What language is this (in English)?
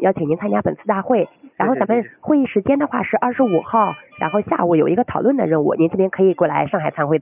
Chinese